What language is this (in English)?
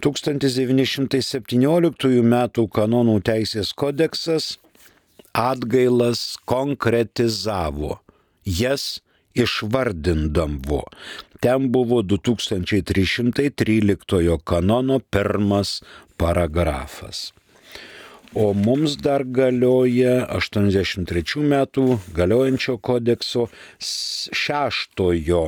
Lithuanian